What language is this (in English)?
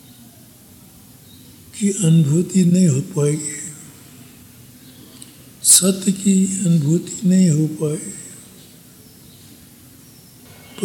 Hindi